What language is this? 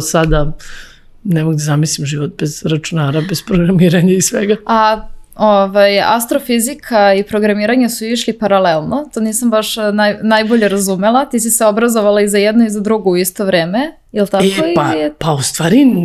Serbian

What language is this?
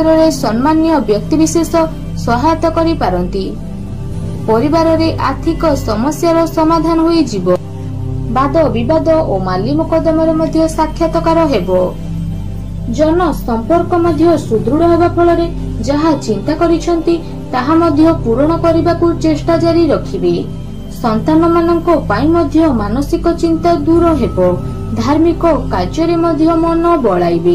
Odia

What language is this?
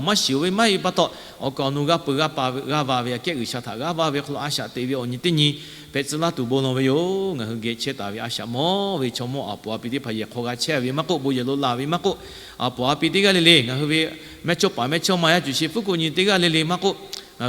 Lahu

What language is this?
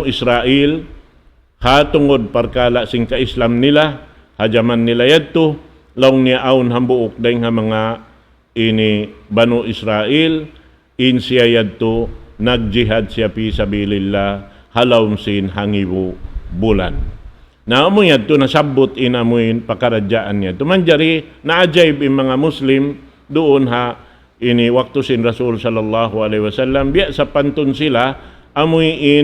Tausug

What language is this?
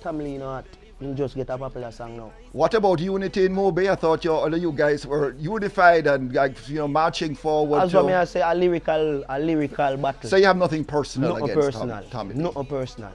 Jamaican Creole English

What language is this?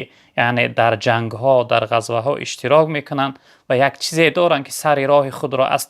Tajik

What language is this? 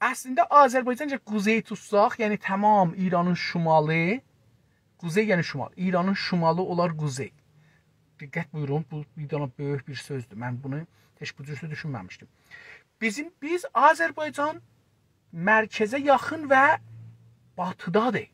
South Azerbaijani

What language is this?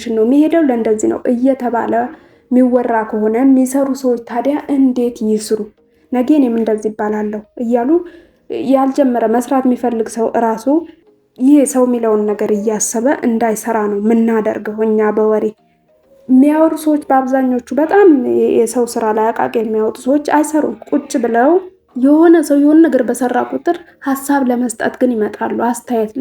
Amharic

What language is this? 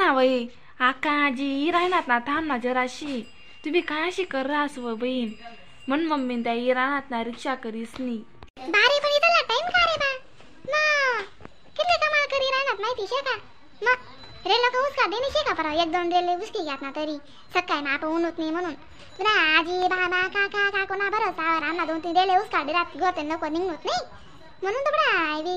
Khandesi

